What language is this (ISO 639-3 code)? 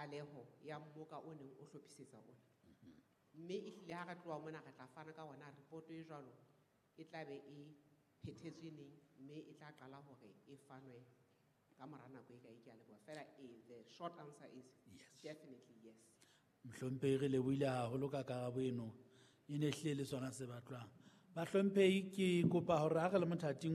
sot